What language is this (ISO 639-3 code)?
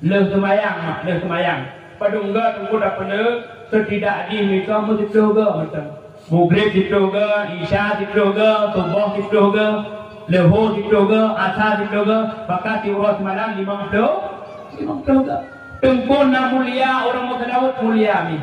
ace